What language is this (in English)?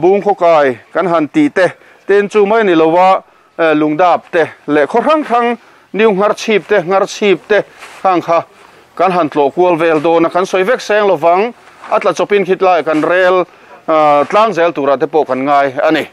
Mizo